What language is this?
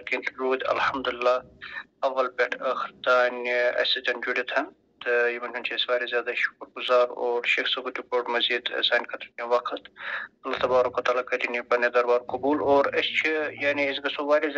Kashmiri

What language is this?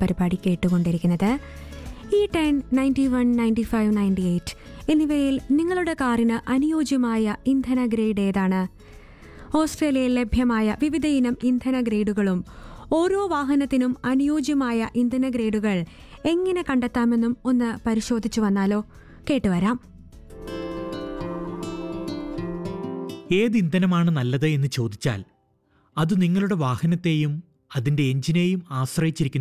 Malayalam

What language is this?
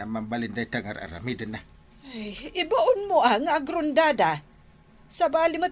Iloko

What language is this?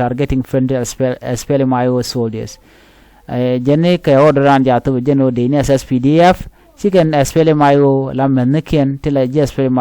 Nuer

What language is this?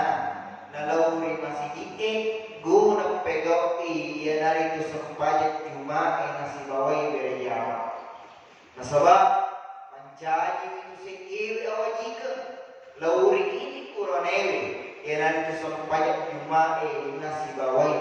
Buginese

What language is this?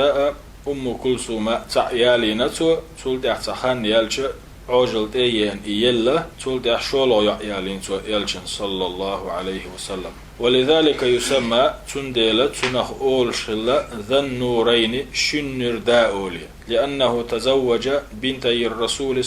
Chechen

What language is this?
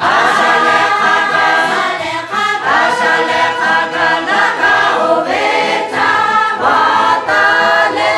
Lahu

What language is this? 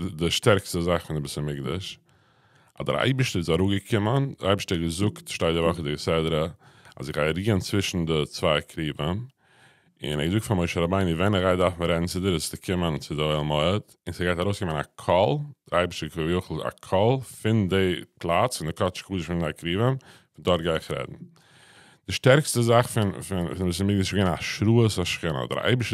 Yiddish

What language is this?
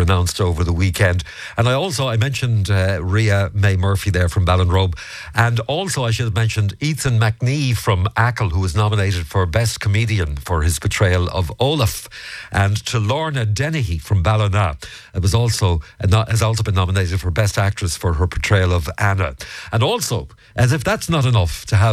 English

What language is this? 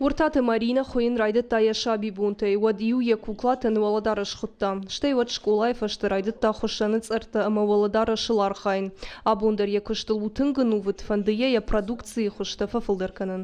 Ossetic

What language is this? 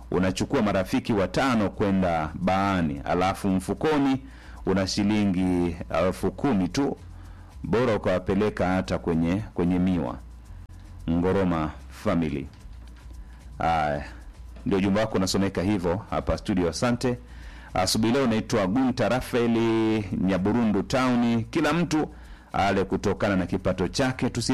Swahili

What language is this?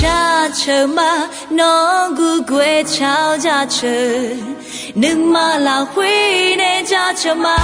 Akha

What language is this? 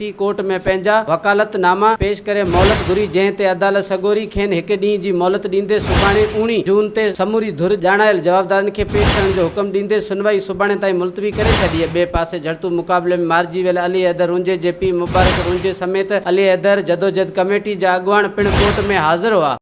Sindhi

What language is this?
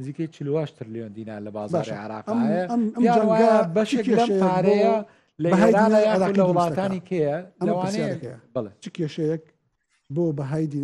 Central Kurdish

